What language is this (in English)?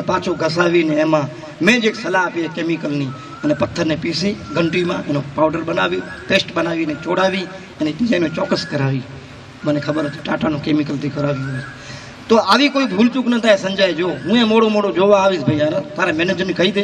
Gujarati